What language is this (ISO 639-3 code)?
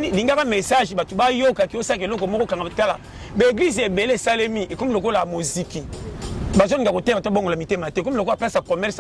lin